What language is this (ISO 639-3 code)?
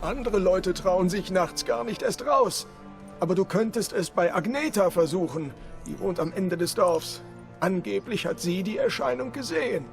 gsw